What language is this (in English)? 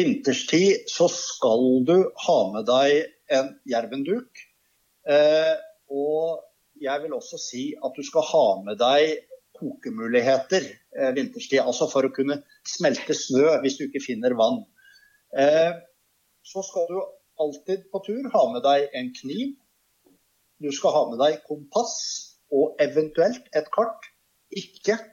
Norwegian